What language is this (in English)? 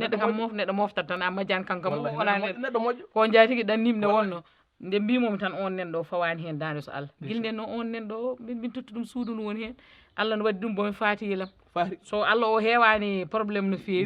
Fula